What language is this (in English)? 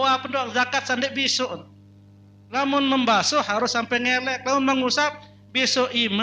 Sasak